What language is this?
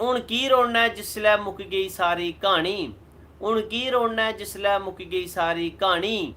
Dogri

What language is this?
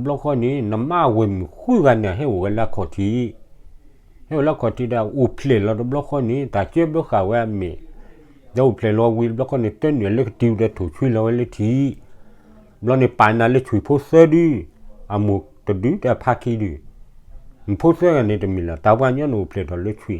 S'gaw Karen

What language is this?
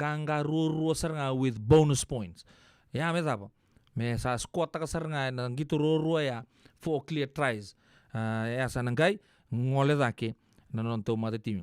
Fijian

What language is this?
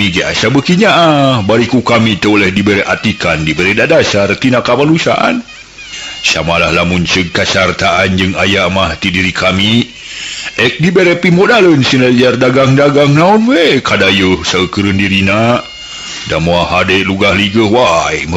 Sundanese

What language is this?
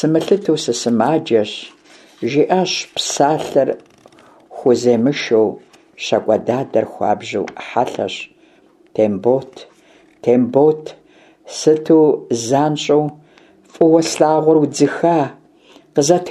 Kabardian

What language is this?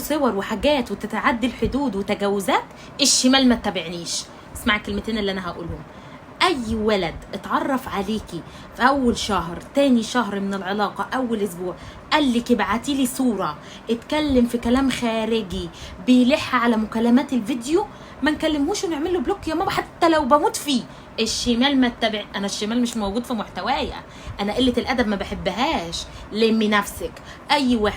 Egyptian Arabic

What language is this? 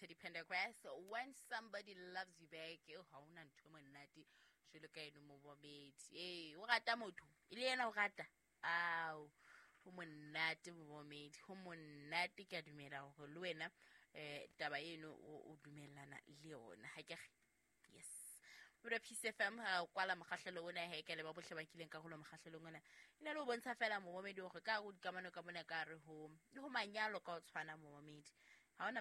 Southern Sotho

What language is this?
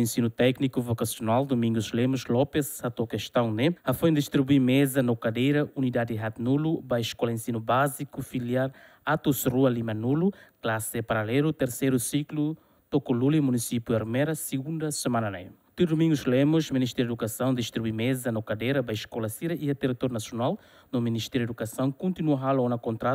Tetum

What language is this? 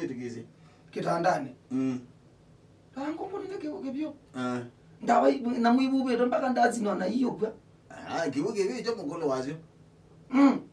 Kamba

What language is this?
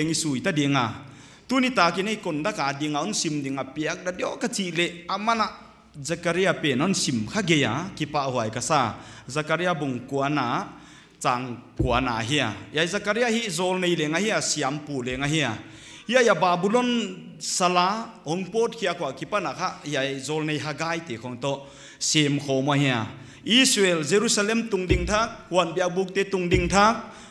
Paite Chin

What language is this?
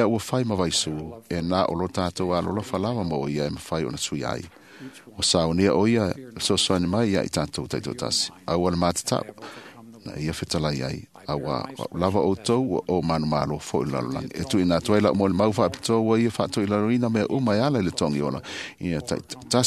Samoan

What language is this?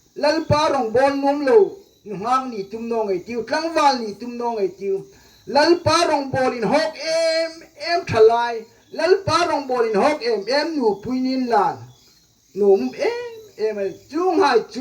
Hmar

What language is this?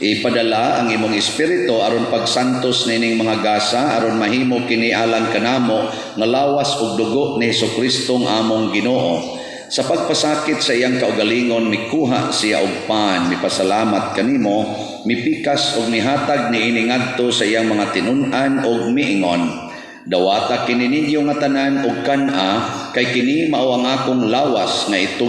Cebuano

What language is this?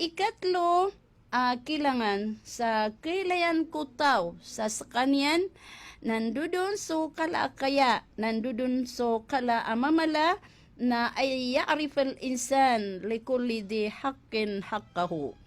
Maranao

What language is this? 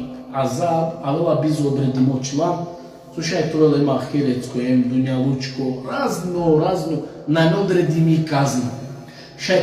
Balkan Romani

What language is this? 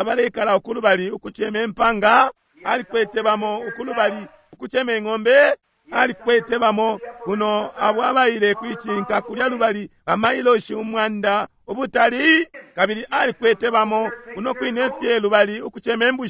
Bemba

